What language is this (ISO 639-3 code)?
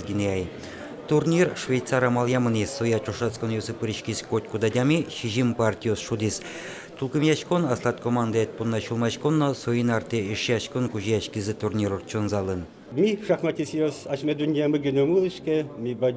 udm